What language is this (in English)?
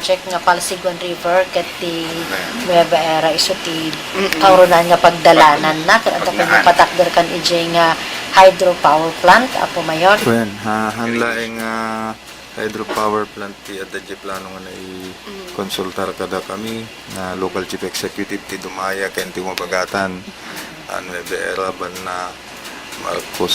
Iloko